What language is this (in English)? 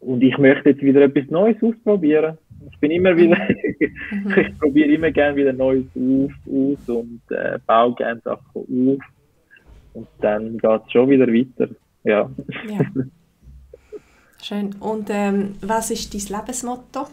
Swiss German